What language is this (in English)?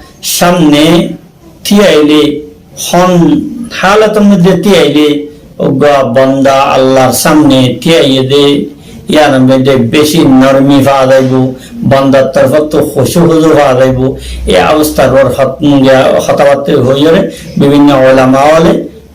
Rohingya